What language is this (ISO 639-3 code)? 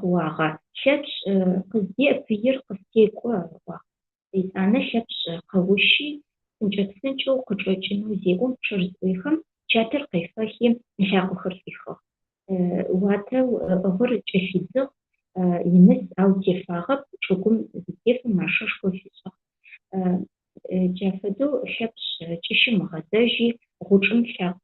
ady